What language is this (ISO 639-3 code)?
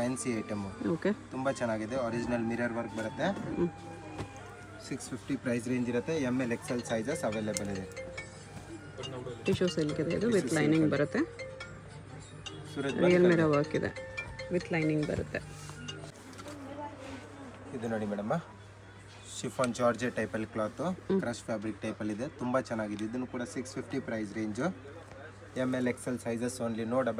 kan